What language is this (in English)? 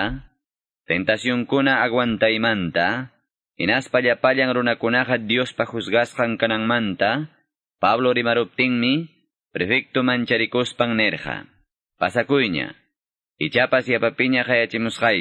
Quechua